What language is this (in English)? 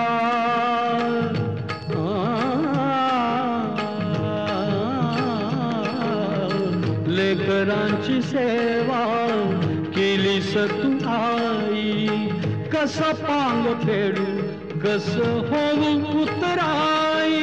Marathi